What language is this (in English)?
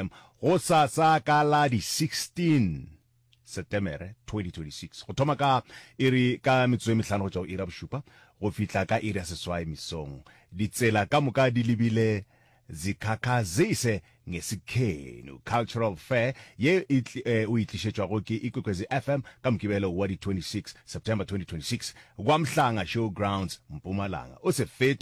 Northern Sotho